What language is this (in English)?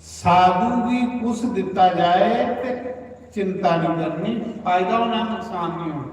Dogri